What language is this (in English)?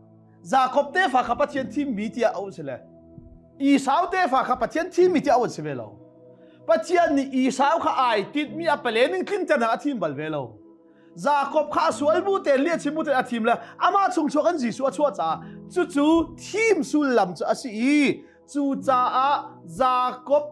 Hakha Chin